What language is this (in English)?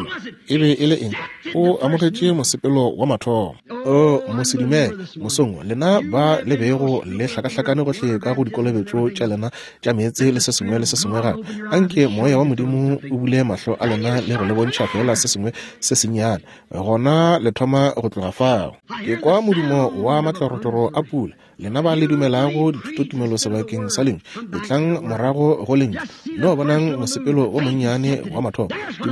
Northern Sotho